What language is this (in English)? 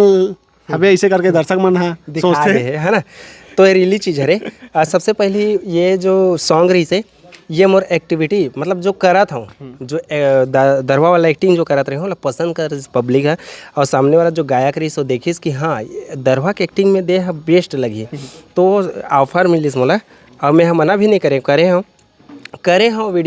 Chhattisgarhi